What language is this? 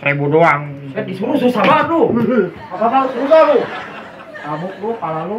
Betawi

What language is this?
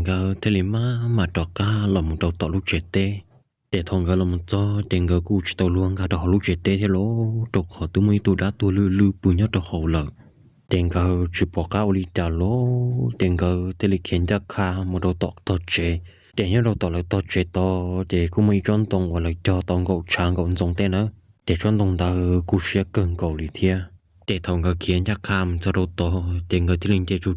Hmong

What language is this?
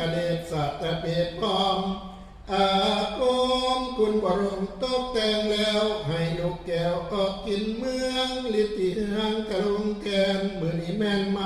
Northeastern Thai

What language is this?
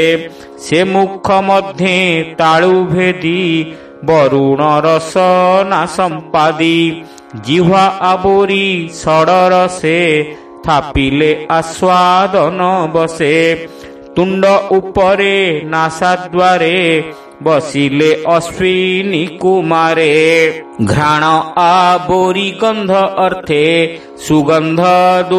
Odia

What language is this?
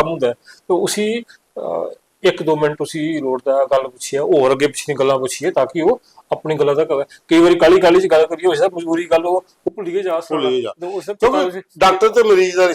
Dogri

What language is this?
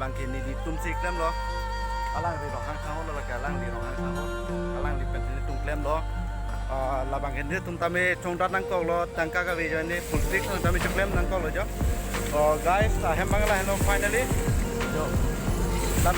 Karbi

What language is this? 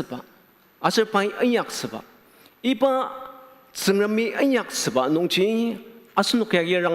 Ao Naga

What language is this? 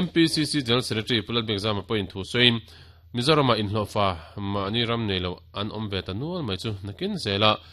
Mizo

